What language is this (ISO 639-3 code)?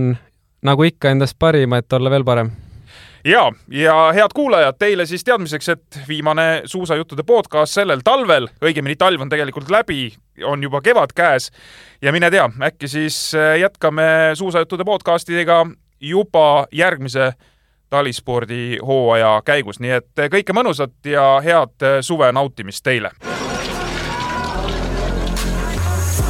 est